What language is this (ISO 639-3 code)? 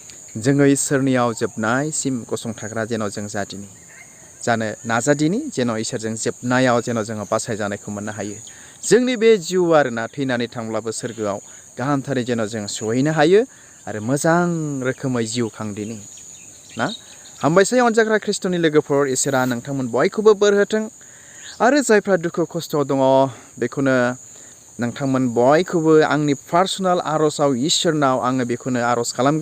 brx